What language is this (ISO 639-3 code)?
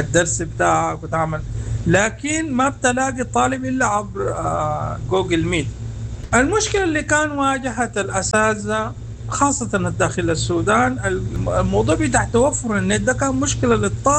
apd